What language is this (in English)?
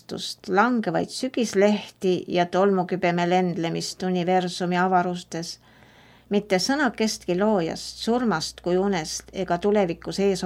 Estonian